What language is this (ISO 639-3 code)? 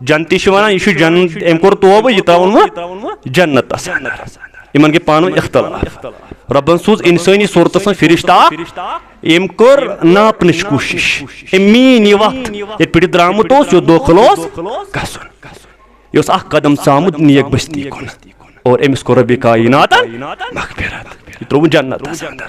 kas